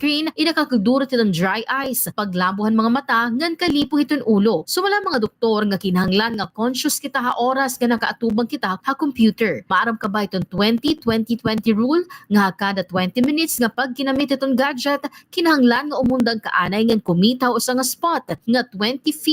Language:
Waray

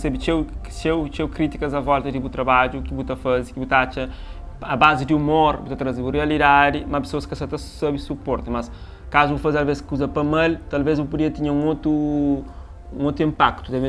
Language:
Kabuverdianu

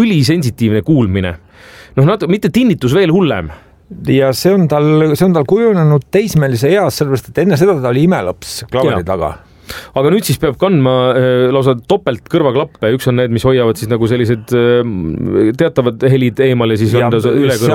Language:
Estonian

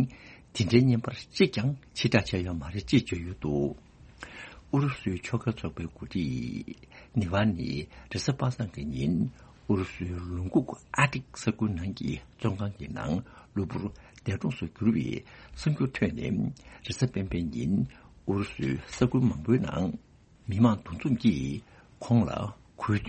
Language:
Tibetan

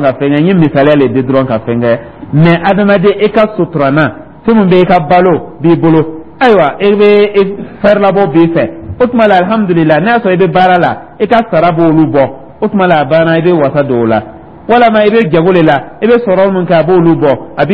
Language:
Dyula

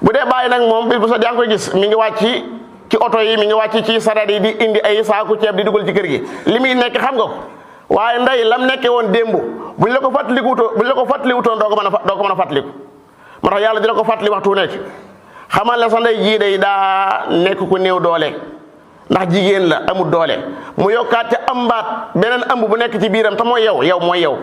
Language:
Wolof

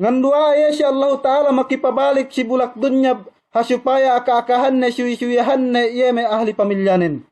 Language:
Yakan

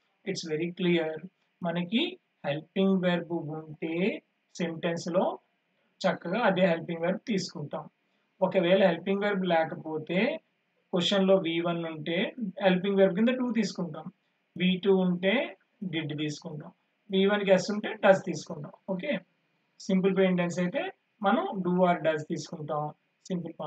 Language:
Telugu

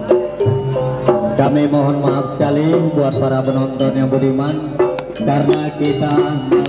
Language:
Indonesian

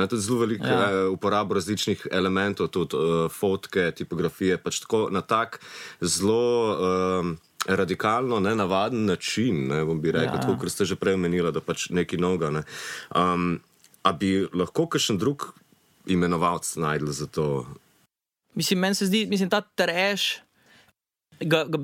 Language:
Slovenian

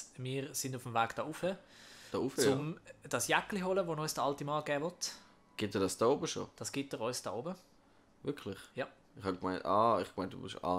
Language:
Swiss German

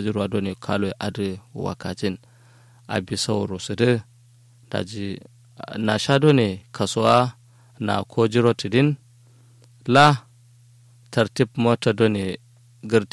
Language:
Kanuri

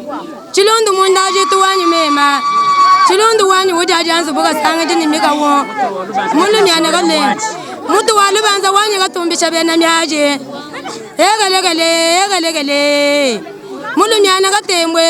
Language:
Luba-Lulua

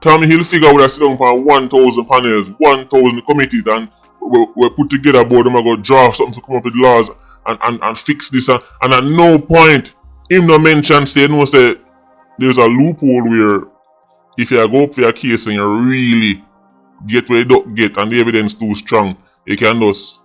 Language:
Jamaican Creole English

